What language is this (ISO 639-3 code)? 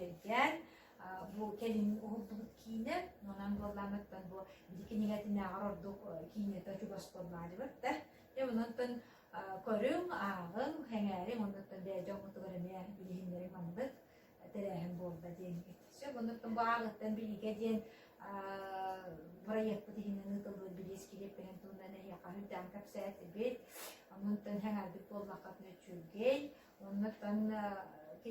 sah